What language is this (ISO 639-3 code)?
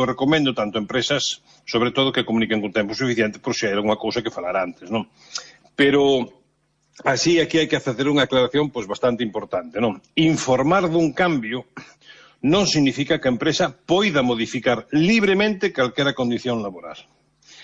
glg